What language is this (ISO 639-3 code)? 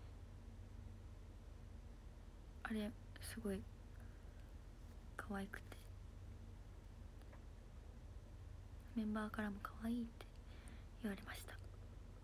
jpn